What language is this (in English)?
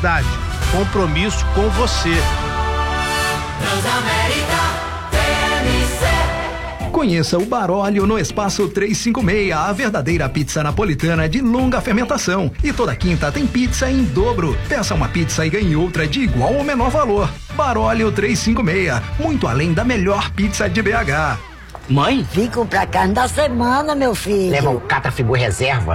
Portuguese